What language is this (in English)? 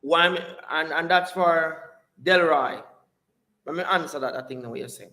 Jamaican Creole English